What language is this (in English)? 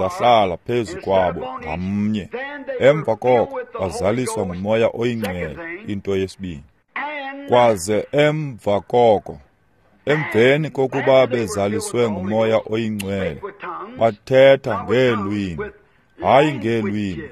Xhosa